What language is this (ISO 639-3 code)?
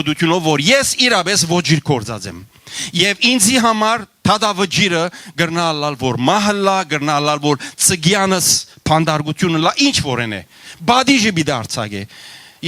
hyw